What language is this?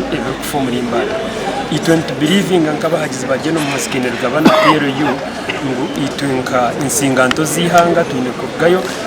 Nyankole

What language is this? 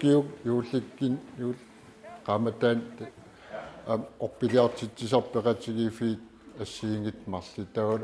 Kalaallisut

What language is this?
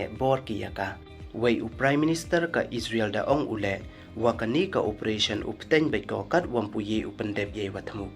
Pnar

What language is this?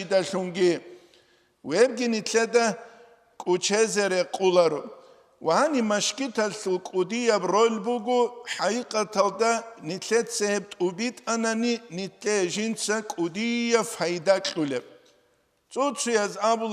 Avaric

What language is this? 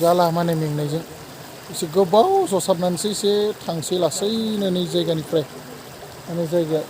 Bodo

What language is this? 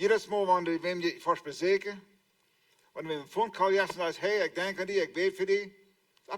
Plautdietsch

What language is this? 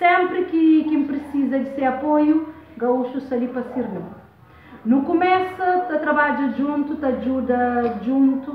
Kabuverdianu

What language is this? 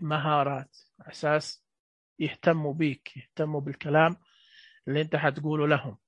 Najdi Arabic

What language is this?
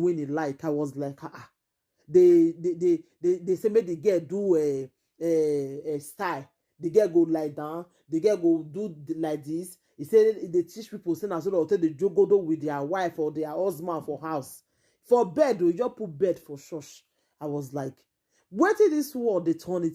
Nigerian Pidgin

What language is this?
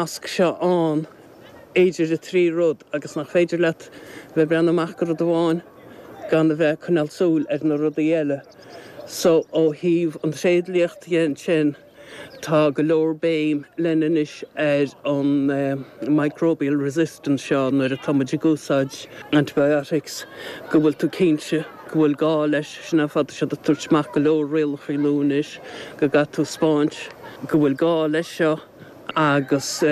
Irish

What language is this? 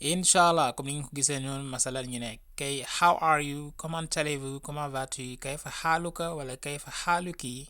Wolof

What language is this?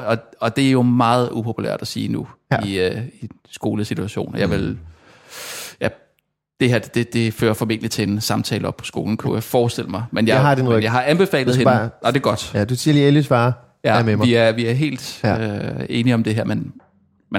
Danish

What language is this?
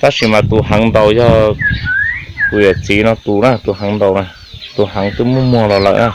Hmong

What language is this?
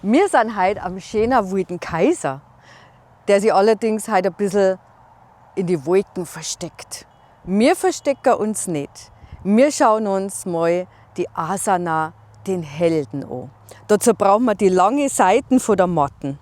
Bavarian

